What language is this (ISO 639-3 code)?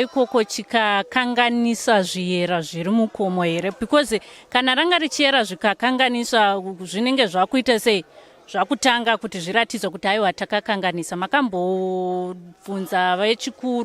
sna